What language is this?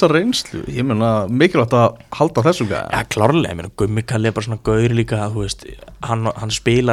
Icelandic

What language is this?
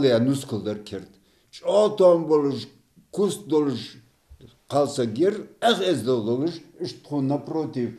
Ingush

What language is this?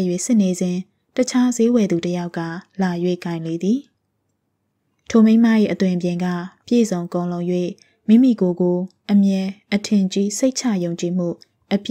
Burmese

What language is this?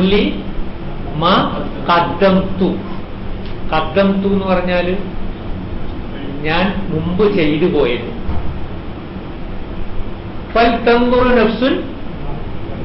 Malayalam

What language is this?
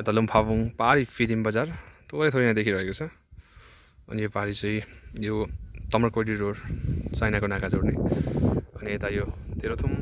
Nepali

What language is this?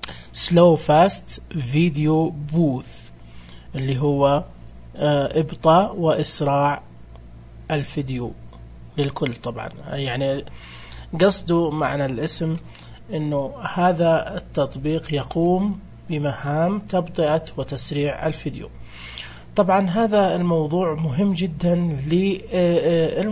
Najdi Arabic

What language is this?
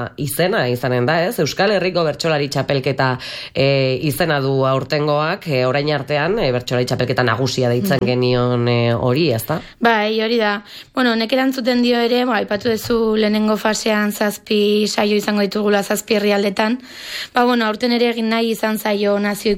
Basque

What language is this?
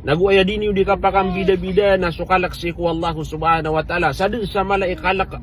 Maranao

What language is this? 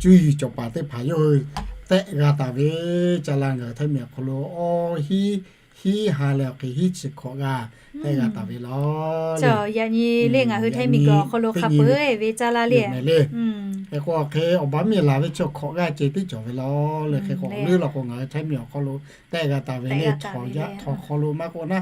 Lahu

